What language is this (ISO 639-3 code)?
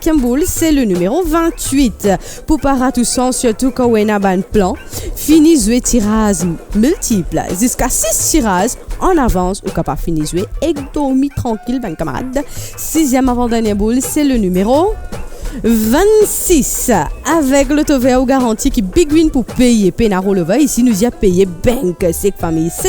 mfe